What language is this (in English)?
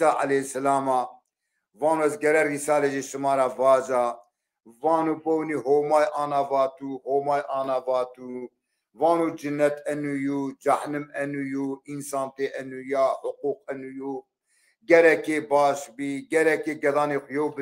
Zaza